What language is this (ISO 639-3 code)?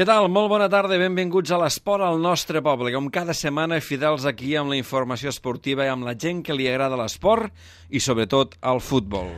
cat